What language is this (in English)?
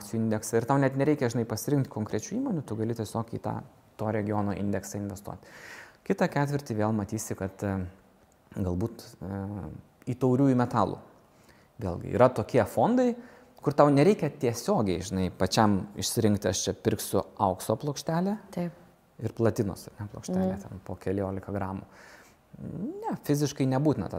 Lithuanian